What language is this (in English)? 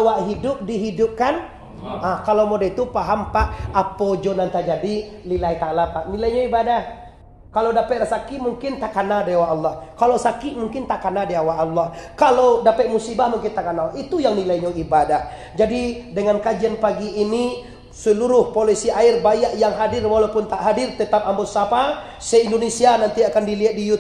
Minangkabau